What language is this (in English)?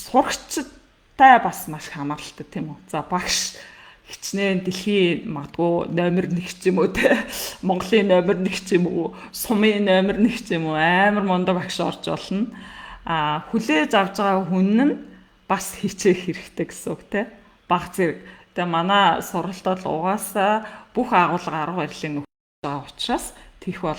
Mongolian